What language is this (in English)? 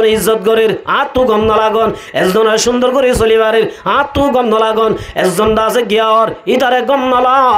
Rohingya